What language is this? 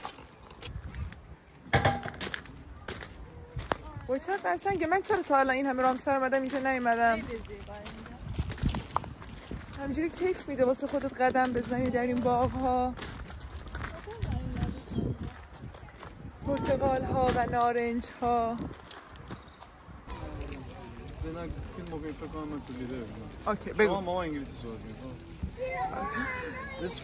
Persian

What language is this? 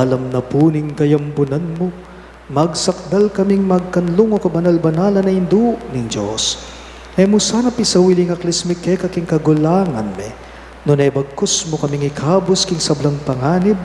Pampanga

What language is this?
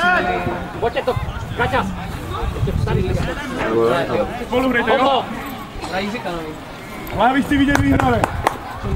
Czech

